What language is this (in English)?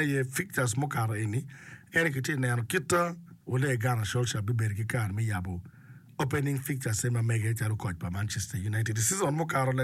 Acoli